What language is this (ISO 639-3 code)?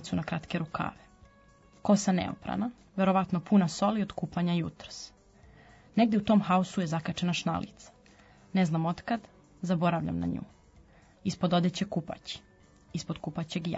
srp